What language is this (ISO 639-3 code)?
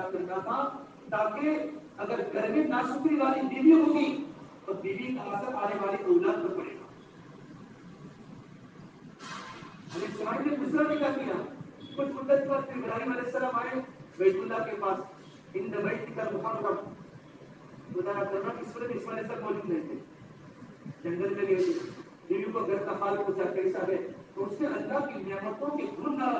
urd